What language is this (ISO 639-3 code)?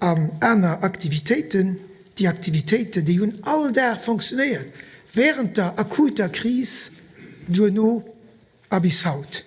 ltz